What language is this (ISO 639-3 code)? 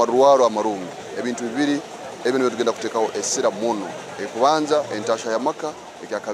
nyn